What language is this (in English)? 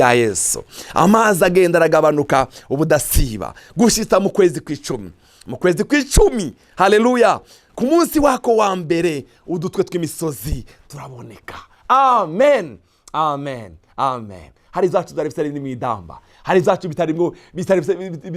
Rundi